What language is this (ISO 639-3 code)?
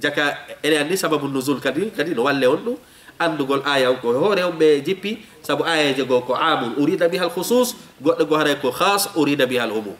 ful